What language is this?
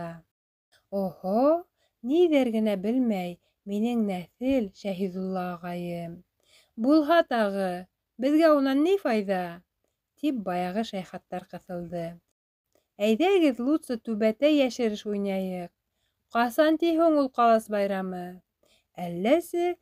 Bashkir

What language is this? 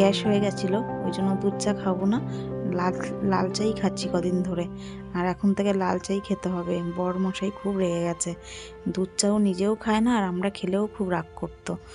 Bangla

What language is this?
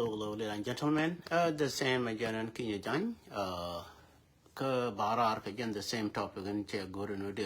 Nuer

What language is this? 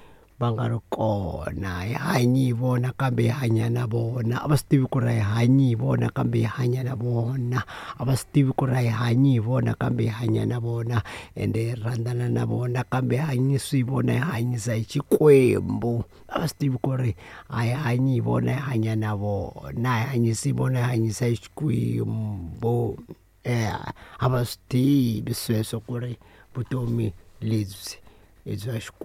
Tsonga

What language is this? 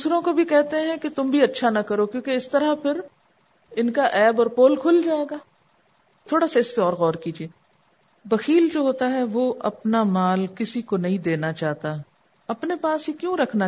Urdu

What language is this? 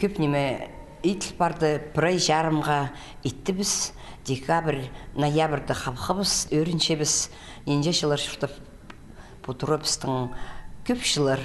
Khakas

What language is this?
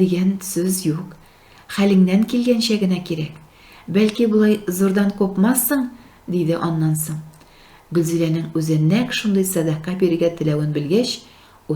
Tatar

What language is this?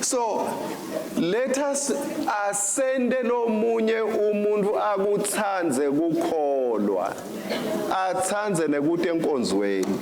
Swati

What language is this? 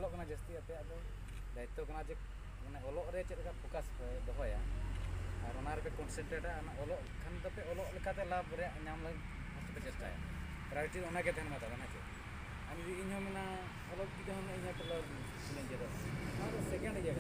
Santali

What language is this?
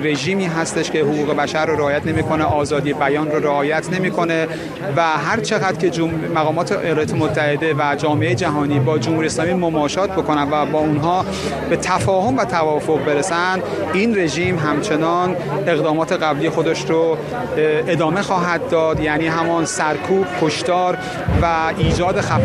Persian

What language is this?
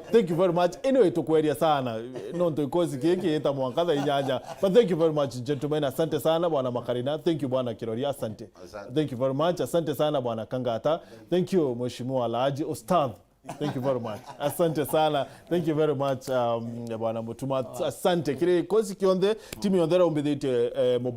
Meru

